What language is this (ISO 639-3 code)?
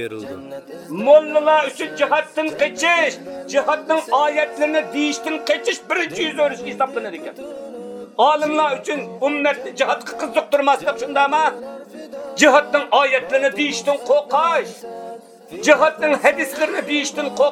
uig